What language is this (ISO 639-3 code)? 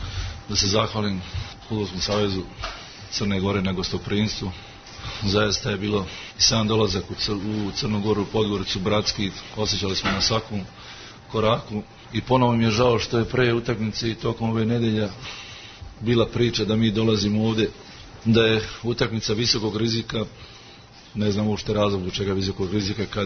srp